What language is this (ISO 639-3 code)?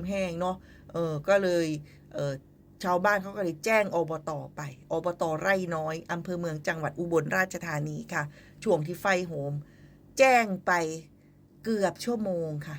tts